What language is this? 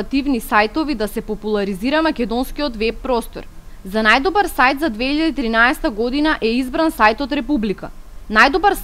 Macedonian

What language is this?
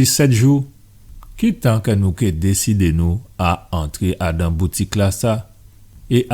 Guadeloupean Creole French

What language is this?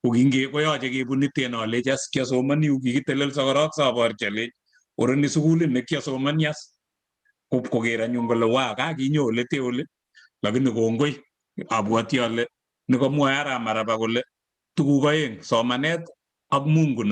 Kalenjin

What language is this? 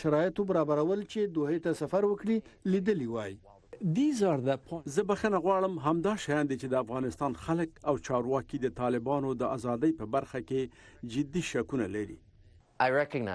Pashto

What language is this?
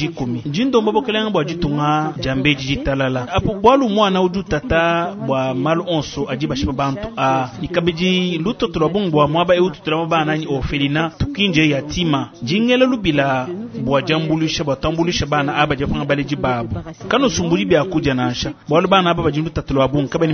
Luba-Lulua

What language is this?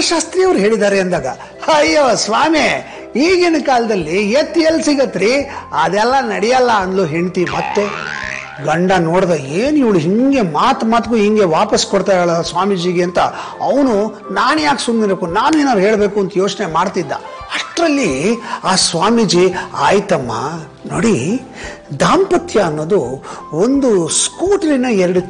Kannada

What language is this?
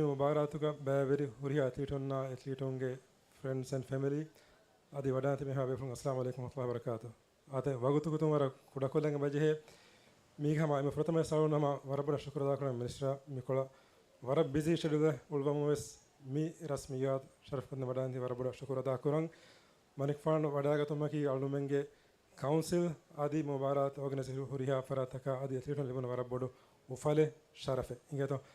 Divehi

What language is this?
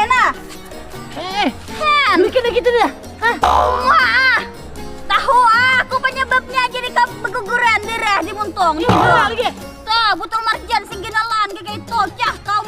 Banjar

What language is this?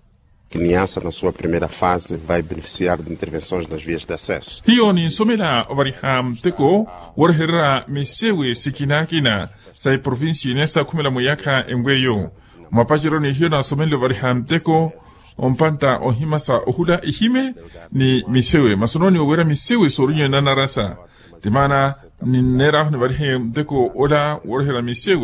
Makhuwa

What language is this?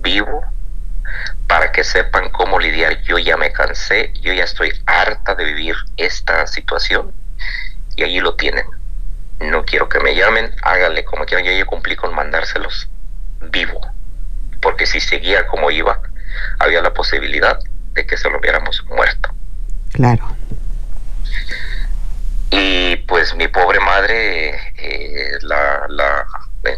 Spanish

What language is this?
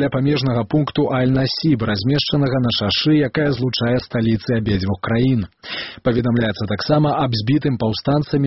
Belarusian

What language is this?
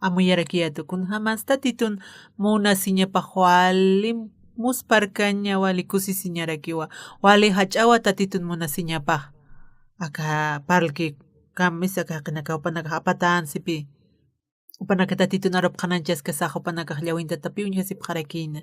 Aymara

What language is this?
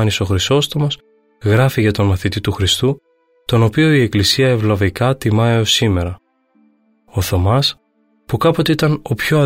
Greek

